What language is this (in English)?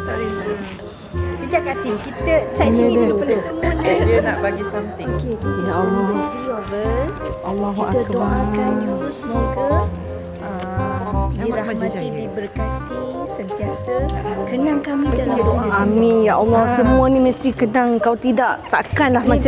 Malay